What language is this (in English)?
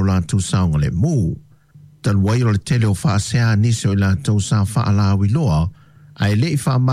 Samoan